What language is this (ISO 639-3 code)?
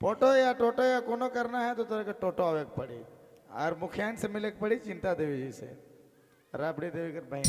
sck